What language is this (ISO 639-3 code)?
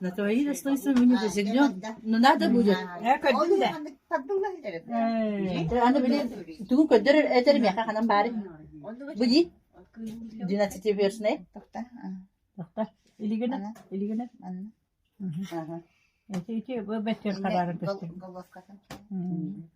sah